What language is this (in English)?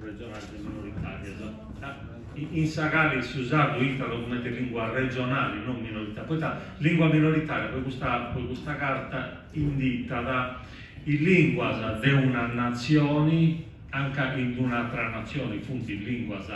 Sardinian